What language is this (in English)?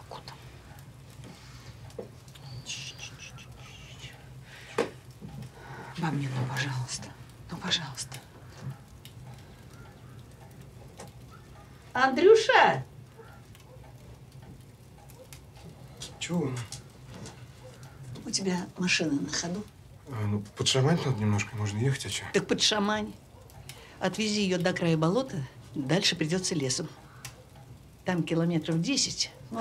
Russian